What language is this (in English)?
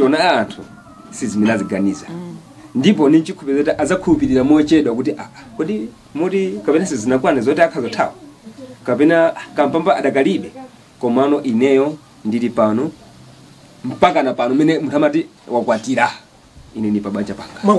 Nyanja